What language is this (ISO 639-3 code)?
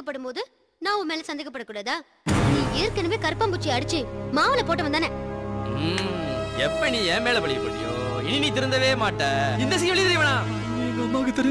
tam